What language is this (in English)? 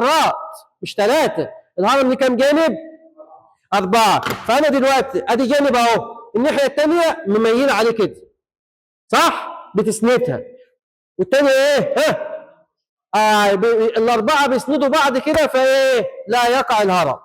Egyptian Arabic